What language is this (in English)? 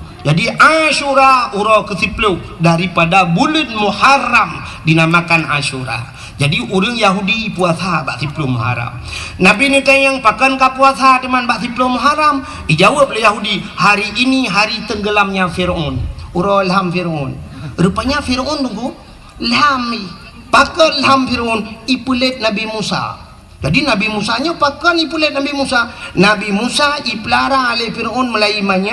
Achinese